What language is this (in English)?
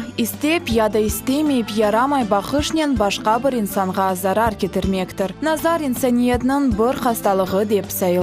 Crimean Tatar